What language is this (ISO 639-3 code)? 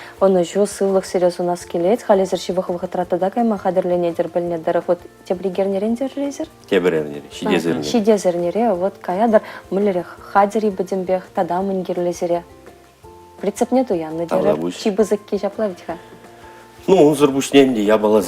chv